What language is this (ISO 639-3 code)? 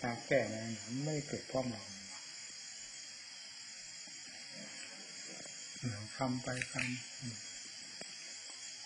tha